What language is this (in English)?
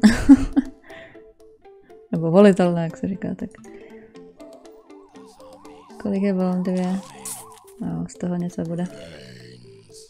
Czech